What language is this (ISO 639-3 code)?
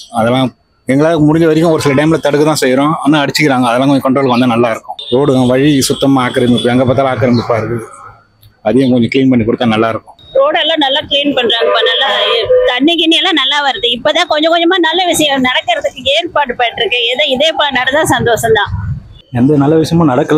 tam